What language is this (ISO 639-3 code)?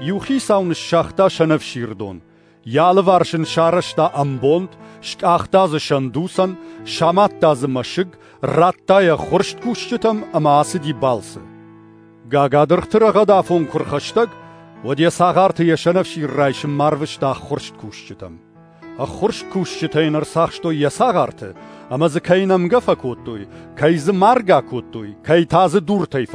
oss